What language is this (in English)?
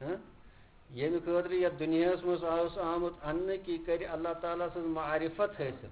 Kashmiri